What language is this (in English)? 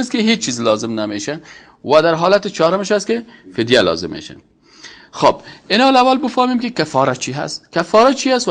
Persian